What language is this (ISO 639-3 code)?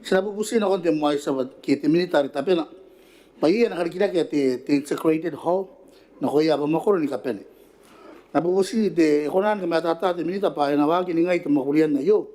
gil